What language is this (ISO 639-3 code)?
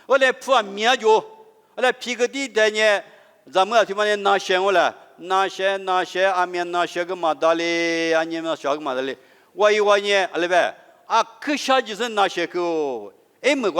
lis